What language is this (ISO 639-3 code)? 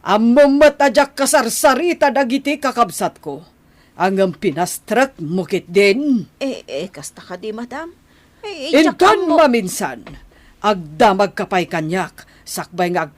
ilo